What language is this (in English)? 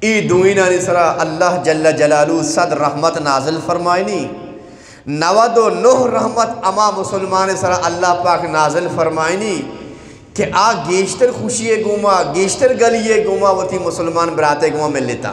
Eastern Balochi